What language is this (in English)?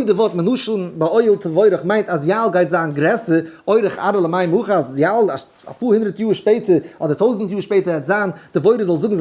Yiddish